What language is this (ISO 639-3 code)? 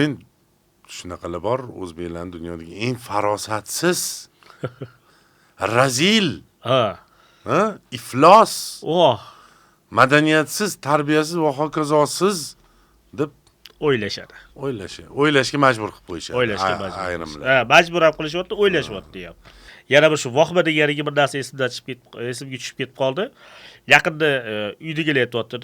uzb